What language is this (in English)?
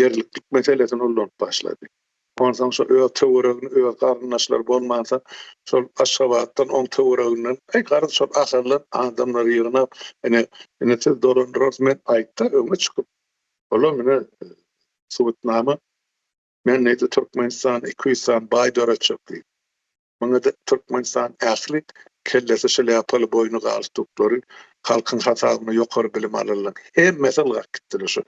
Turkmen